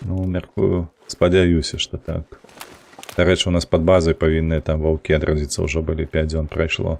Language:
Belarusian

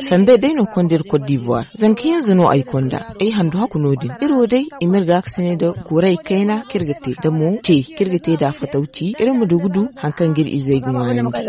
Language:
Zarma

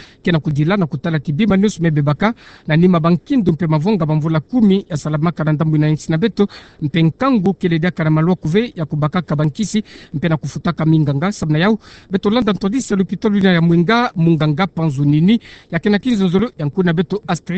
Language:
Kituba (Democratic Republic of Congo)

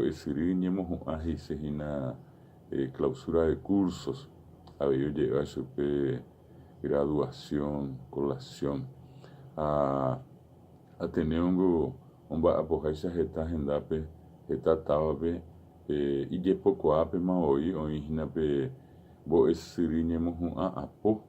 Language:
Guarani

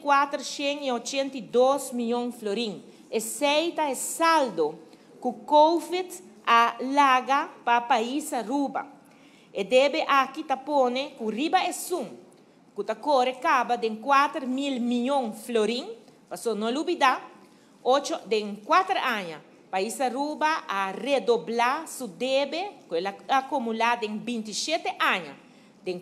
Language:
Papiamento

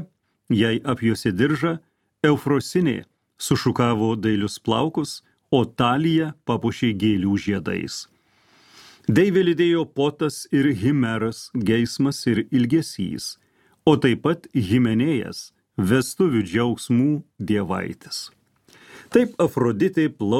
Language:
Lithuanian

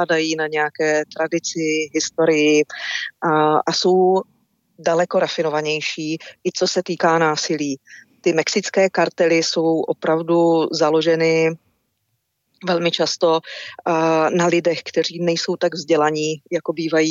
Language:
Czech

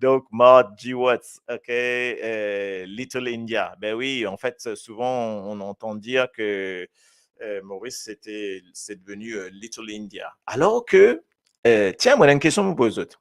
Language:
Morisyen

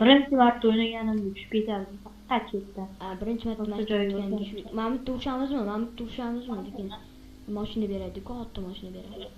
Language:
Uzbek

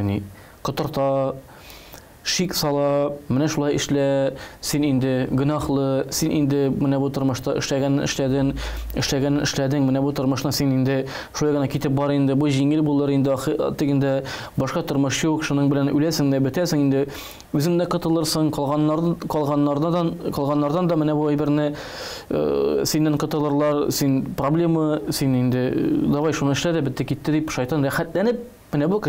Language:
Tatar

